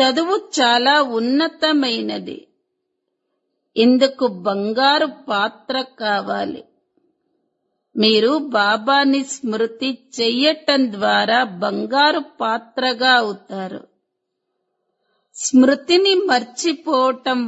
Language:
Telugu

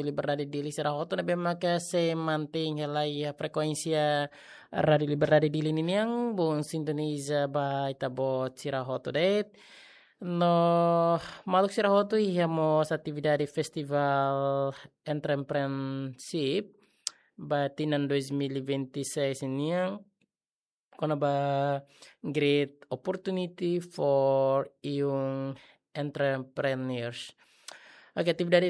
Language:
Tetum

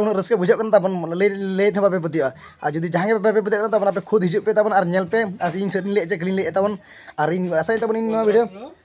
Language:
Santali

